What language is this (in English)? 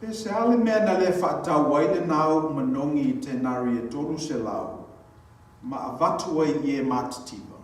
Samoan